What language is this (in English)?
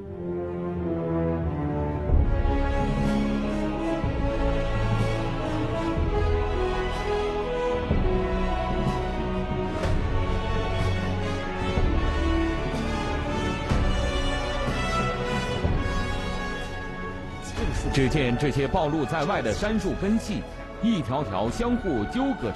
Chinese